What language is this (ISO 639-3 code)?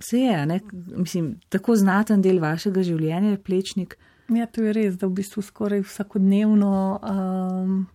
slv